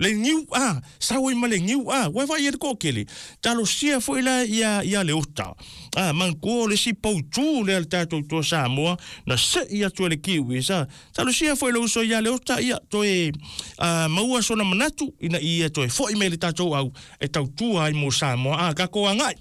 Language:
Samoan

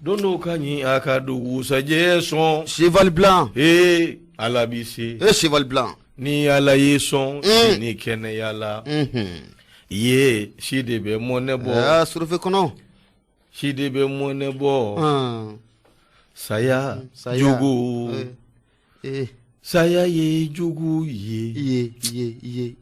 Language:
Bambara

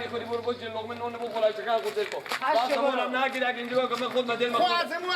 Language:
Persian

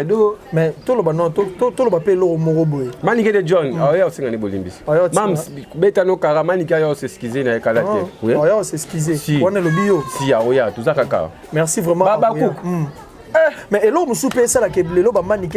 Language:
Lingala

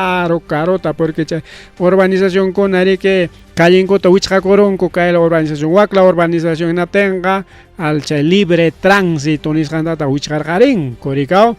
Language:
Ayacucho Quechua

